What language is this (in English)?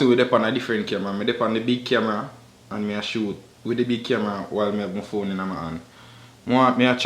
Jamaican Creole English